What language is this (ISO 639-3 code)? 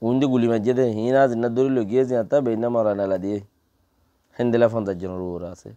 rhg